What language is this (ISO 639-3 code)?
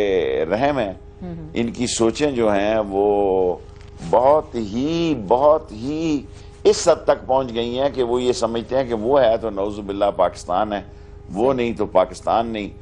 urd